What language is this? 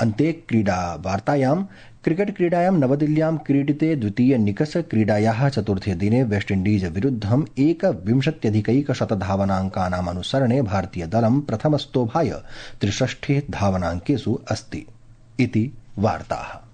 Sanskrit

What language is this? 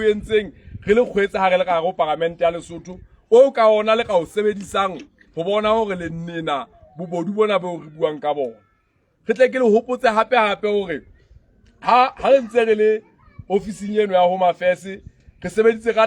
Southern Sotho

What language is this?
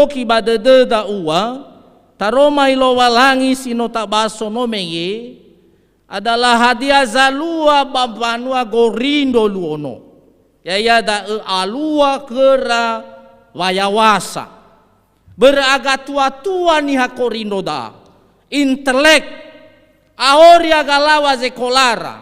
Nias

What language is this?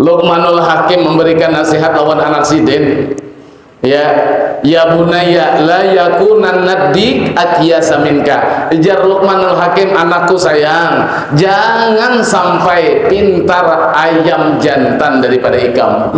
Banjar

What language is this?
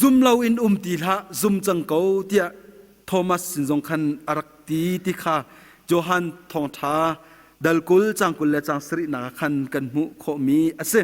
Hakha Chin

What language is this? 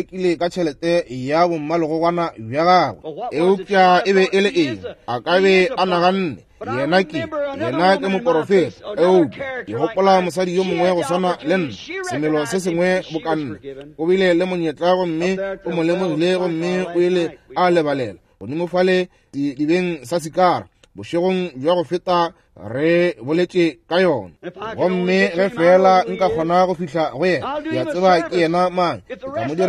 Northern Sotho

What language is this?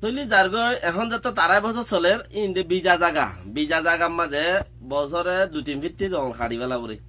Rohingya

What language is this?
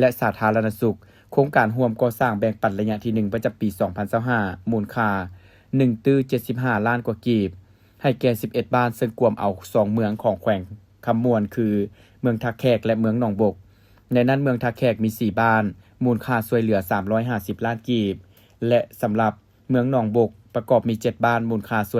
Lao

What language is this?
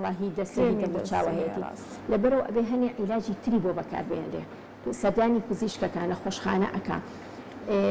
Central Kurdish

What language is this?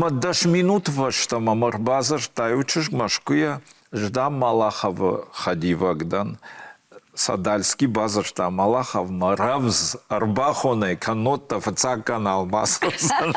Ossetic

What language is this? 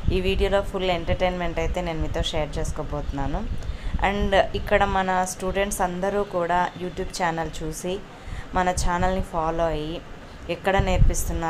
Telugu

